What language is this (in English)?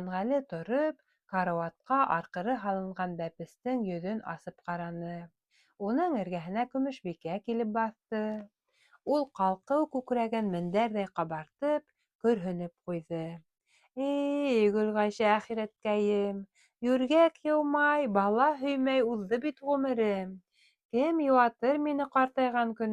Bashkir